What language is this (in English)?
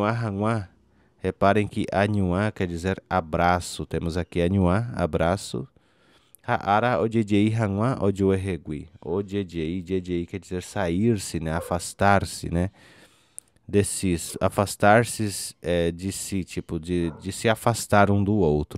Guarani